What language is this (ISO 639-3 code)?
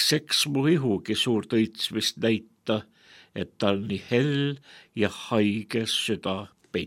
est